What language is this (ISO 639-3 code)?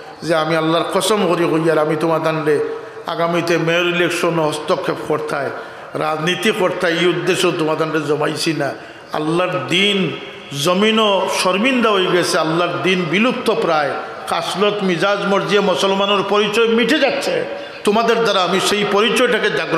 syl